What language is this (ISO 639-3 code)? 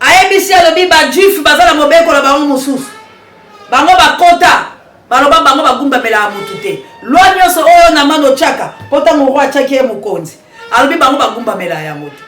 lin